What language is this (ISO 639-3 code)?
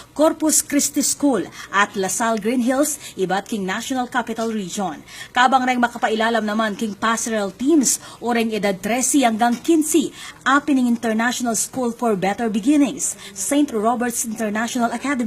pam